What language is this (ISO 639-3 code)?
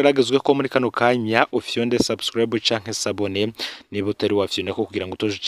run